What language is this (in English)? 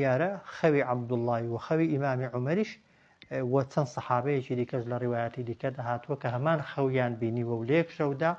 Central Kurdish